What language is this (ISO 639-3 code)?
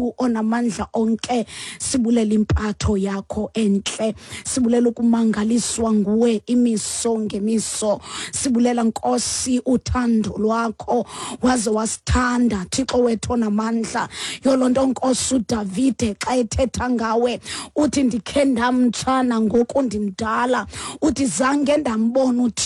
xho